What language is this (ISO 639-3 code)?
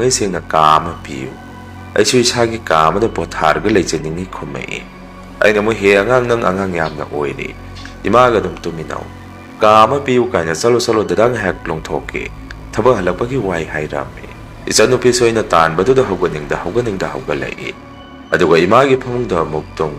mni